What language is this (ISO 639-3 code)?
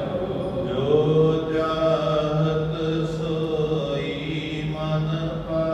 pan